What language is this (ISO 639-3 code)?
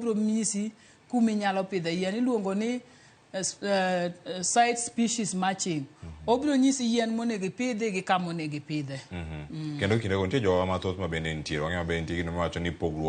luo